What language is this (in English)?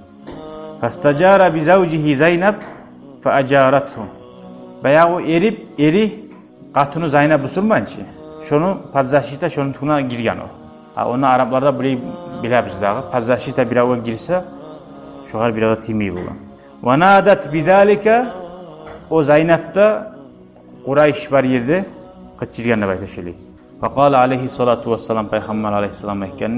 Kumyk